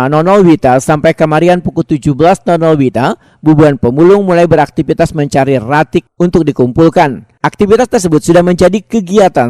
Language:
Banjar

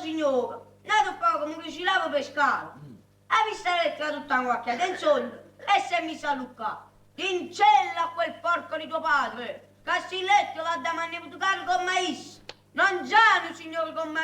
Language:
Neapolitan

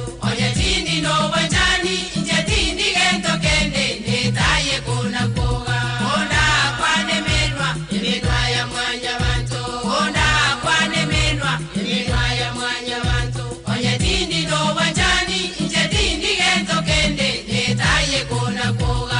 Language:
Gusii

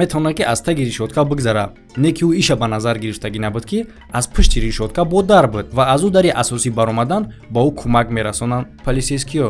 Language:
Tajik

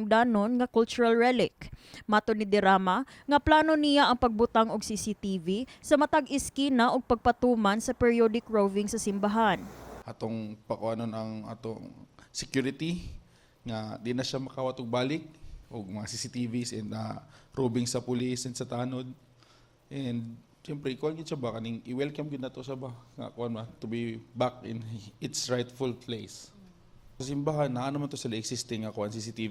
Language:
Cebuano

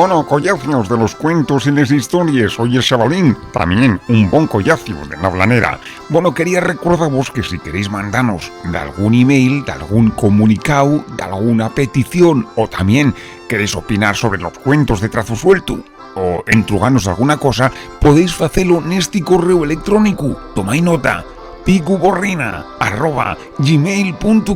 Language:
Asturian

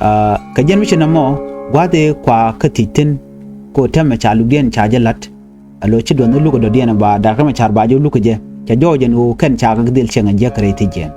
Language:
Nuer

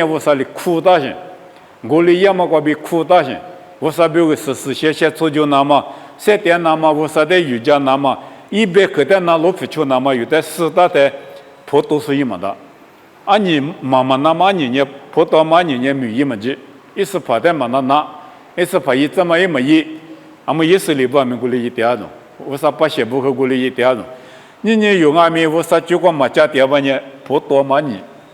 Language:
Lisu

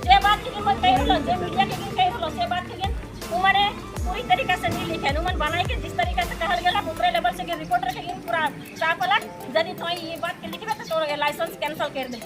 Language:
Sadri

